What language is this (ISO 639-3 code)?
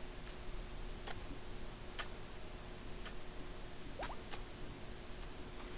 deu